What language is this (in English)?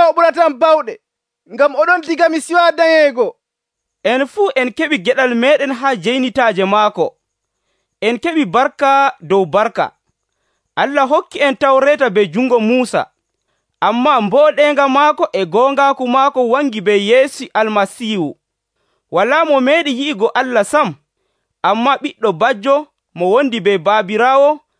Nigerian Fulfulde